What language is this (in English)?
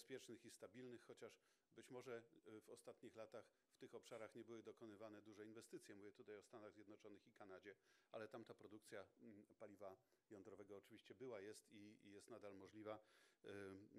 Polish